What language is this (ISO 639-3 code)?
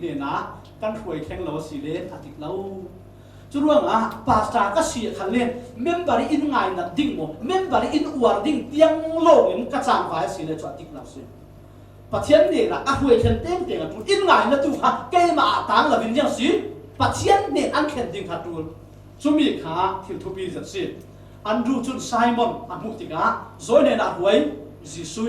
cfm